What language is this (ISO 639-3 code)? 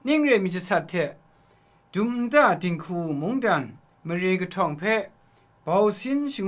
kac